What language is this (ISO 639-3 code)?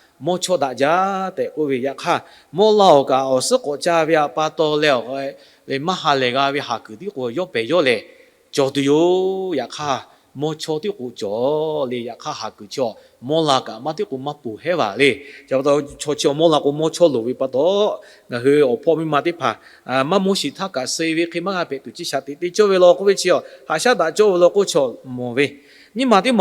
lhu